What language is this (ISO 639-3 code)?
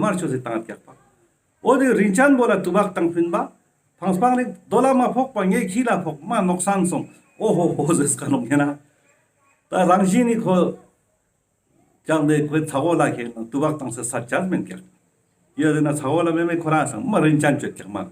lbj